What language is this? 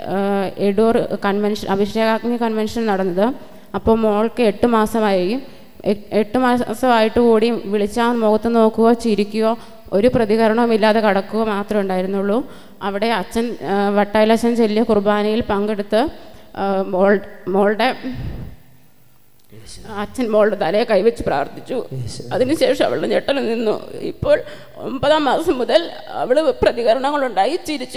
Malayalam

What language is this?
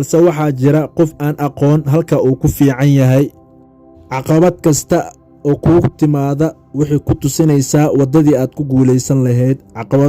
Somali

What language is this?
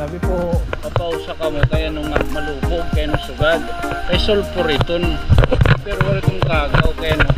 Waray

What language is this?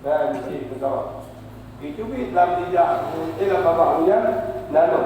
Achinese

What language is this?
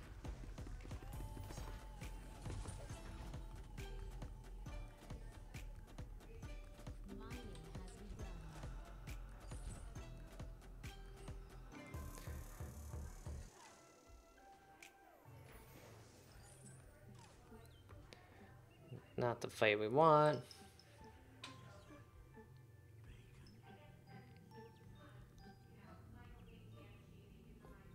English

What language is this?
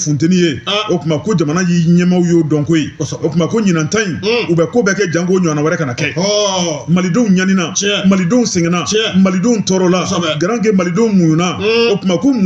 Bambara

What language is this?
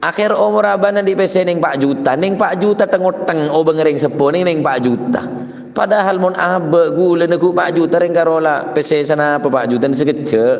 Madurese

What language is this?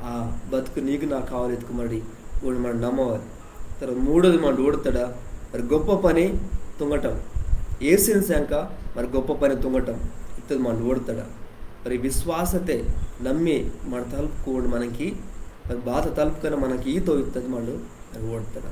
Koya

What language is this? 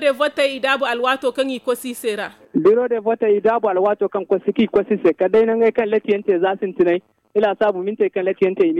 Zarma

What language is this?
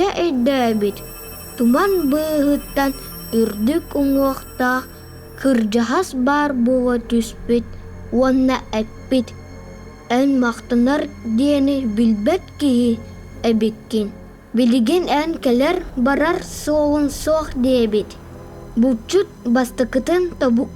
Yakut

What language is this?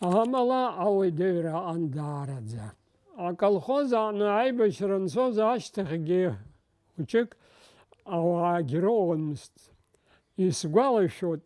Abkhazian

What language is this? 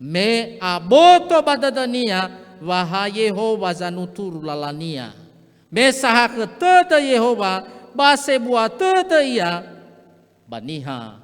Nias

